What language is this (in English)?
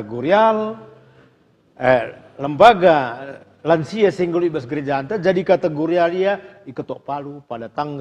Batak Karo